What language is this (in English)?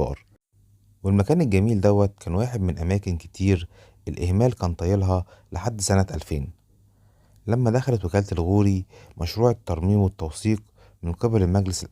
Egyptian Arabic